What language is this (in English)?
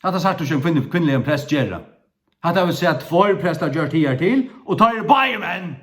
Faroese